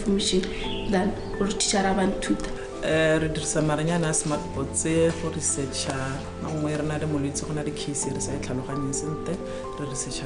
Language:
Tswana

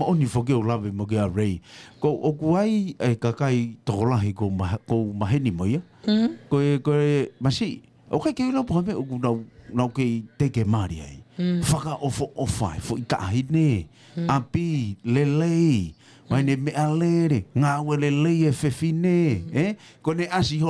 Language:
Tongan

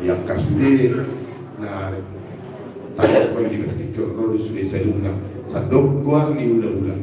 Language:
Batak Toba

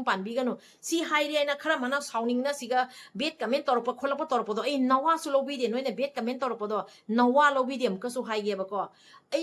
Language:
Manipuri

